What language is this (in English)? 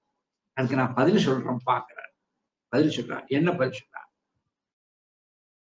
Tamil